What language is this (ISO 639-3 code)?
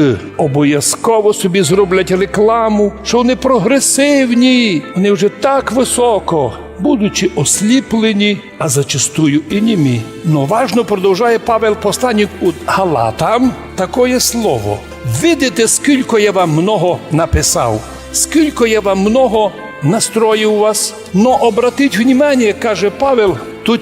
rue